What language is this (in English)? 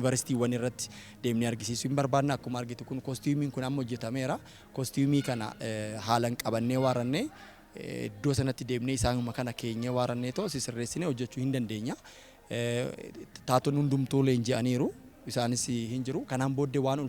Oromo